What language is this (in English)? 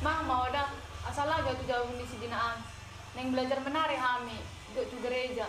Batak Toba